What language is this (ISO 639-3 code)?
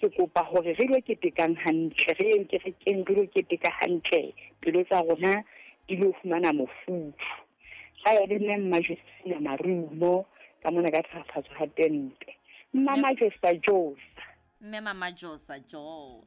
sot